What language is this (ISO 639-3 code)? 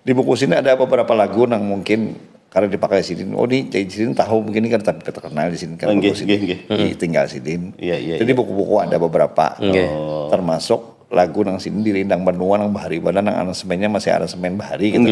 bjn